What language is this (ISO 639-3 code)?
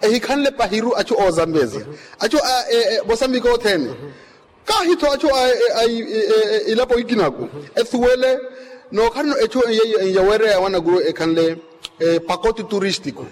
vmw